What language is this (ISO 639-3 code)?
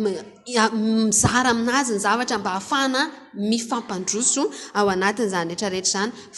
mlg